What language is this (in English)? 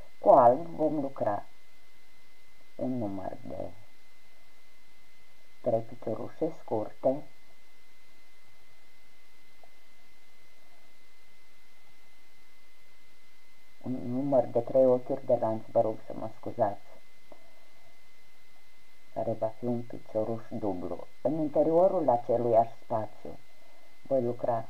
Romanian